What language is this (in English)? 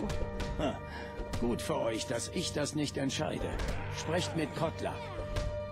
Swiss German